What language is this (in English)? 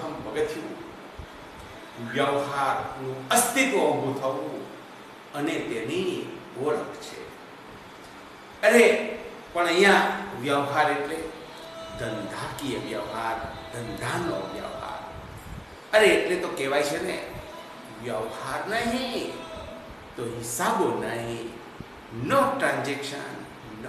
Gujarati